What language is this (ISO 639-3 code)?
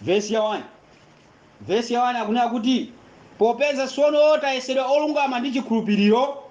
nya